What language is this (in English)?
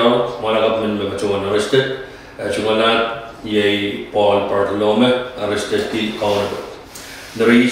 Pohnpeian